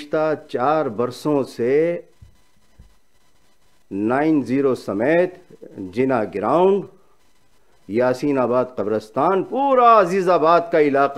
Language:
Urdu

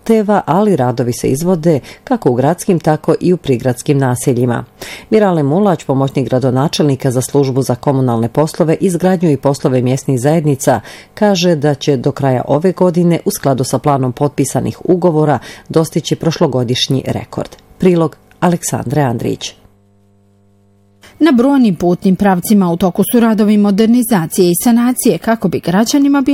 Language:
Bosnian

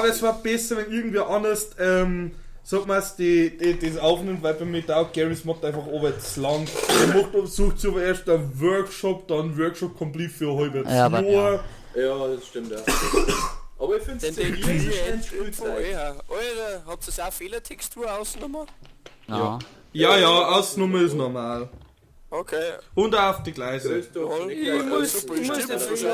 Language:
Bavarian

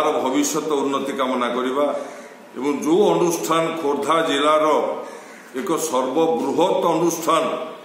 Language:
Odia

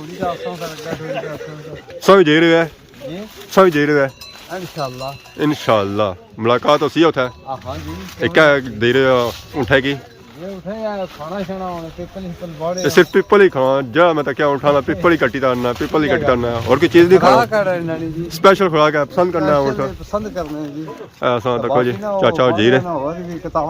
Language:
Pahari-Potwari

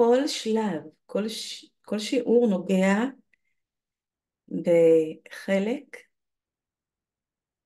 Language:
Hebrew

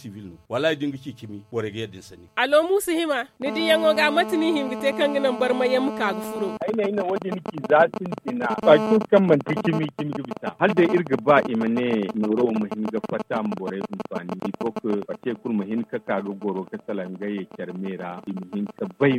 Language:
Zarma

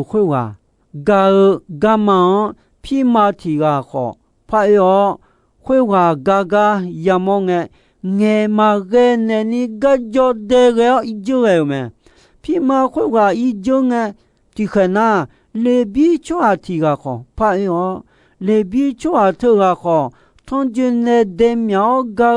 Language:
Akha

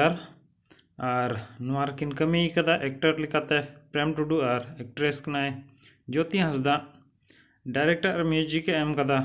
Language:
Santali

